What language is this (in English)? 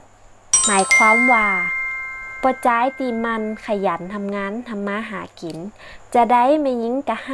Northern Thai